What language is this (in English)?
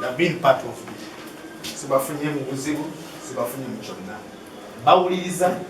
Ganda